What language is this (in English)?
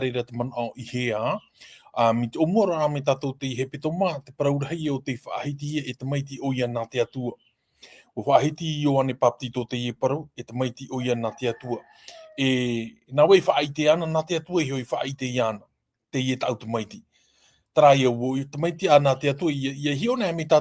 Tahitian